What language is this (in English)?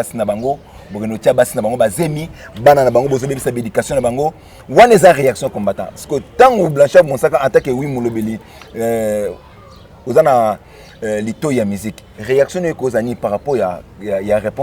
Lingala